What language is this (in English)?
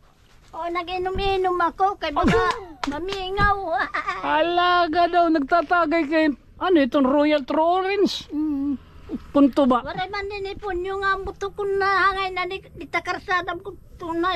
Waray